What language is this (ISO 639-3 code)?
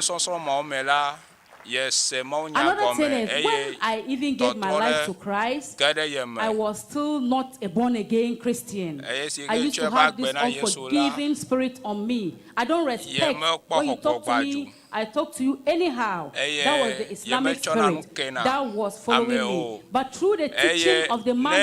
ewe